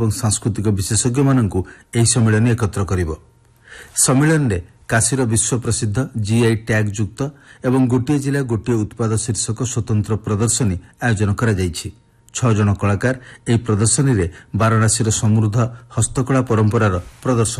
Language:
Odia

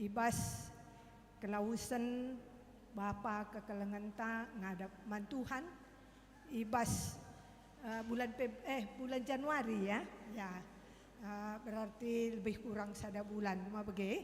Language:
Batak Karo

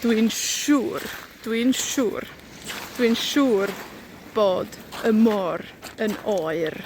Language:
Welsh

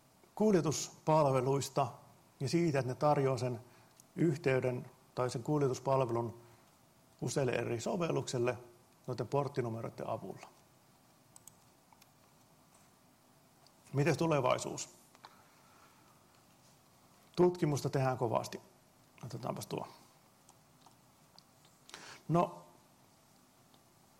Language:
Finnish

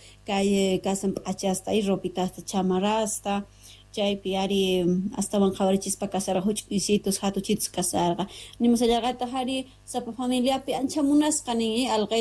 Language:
South Bolivian Quechua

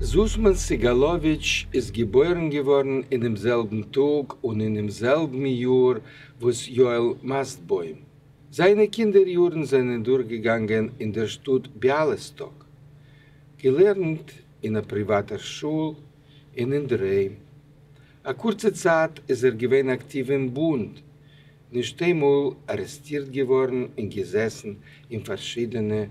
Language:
Yiddish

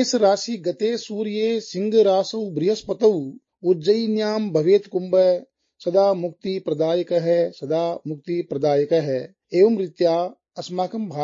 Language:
Sanskrit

